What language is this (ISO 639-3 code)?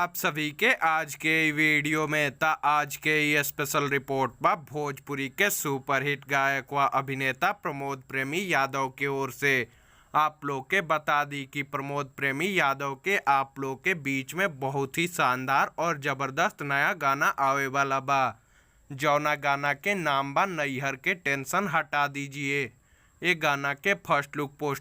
bho